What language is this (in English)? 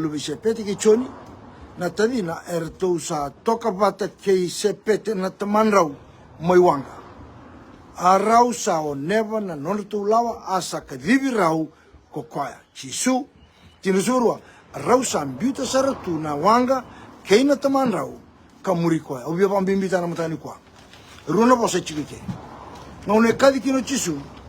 Fijian